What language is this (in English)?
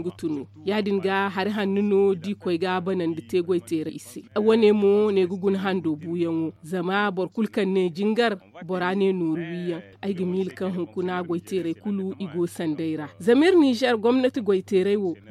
Zarma